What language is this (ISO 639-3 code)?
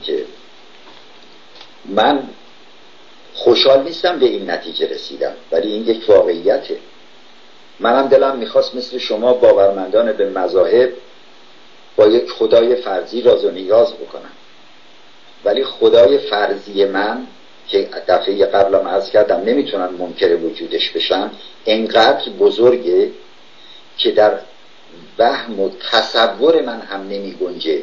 fas